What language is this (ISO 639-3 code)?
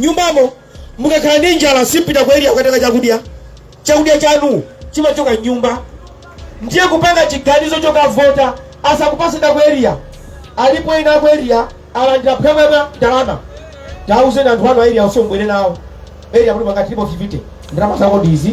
nya